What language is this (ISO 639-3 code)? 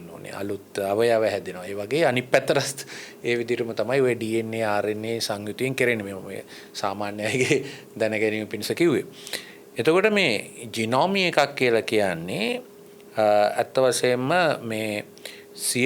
sin